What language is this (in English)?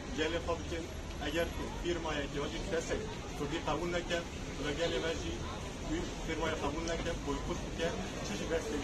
Kurdish